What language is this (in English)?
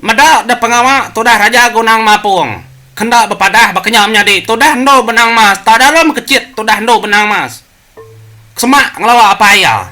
Iban